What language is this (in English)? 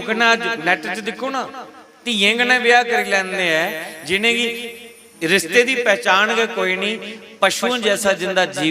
Dogri